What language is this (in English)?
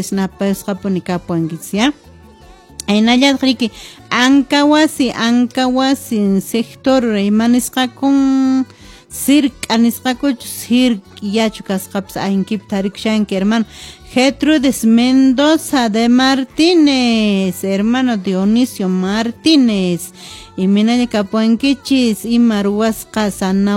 Quechua